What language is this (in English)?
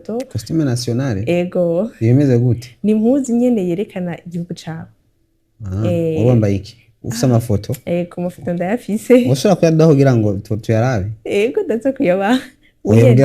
Rundi